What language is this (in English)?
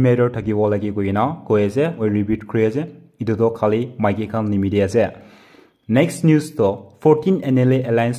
Naga Pidgin